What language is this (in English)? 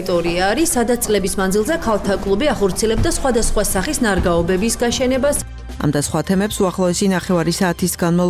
Georgian